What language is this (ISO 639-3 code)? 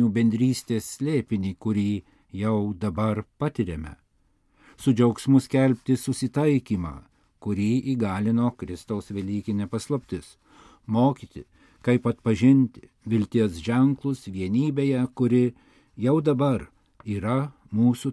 lit